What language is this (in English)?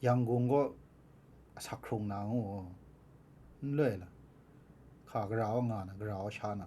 Kachin